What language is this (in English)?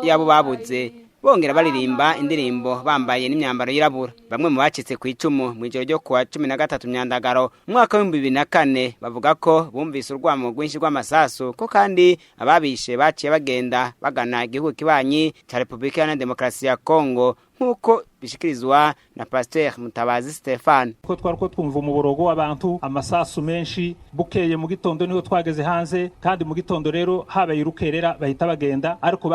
Rundi